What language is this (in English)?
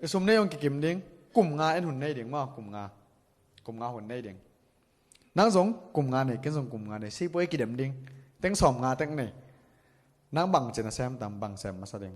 Tedim Chin